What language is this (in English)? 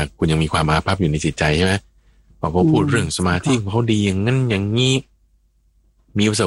Thai